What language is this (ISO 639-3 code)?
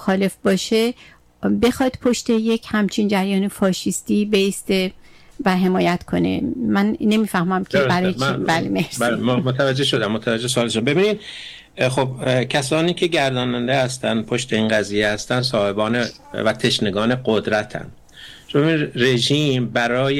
fas